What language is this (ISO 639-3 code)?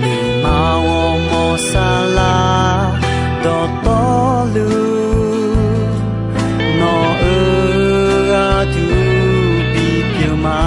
ahk